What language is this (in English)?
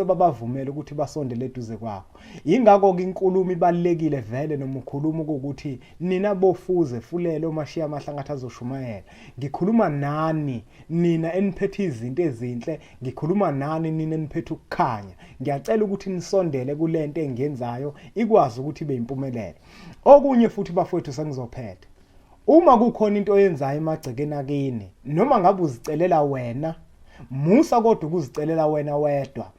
Zulu